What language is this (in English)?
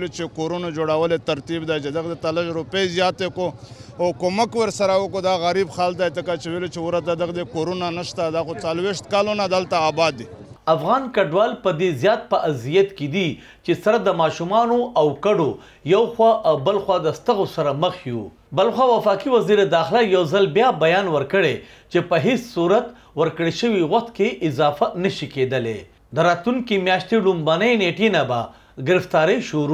Pashto